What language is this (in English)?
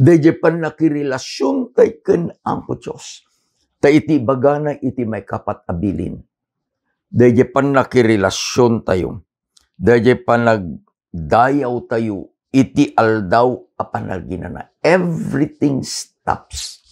Iloko